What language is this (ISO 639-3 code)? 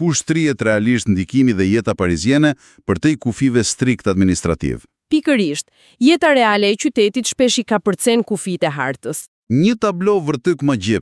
sqi